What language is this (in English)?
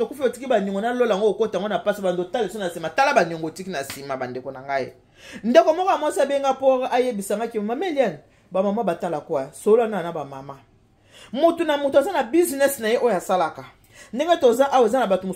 Lingala